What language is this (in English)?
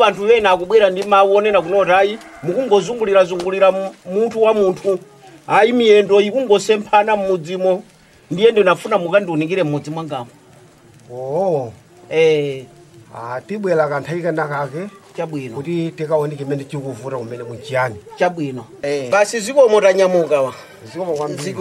Nyanja